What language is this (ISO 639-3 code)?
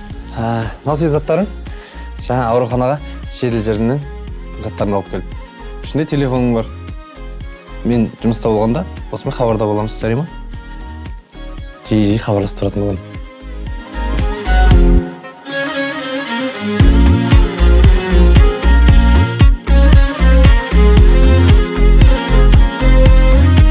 kaz